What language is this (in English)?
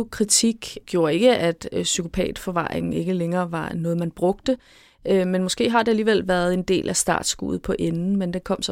Danish